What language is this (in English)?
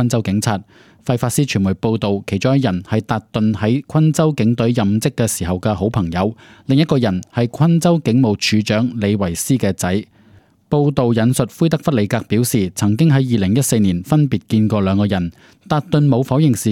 Cantonese